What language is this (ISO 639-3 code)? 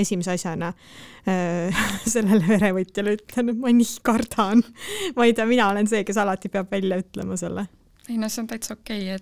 est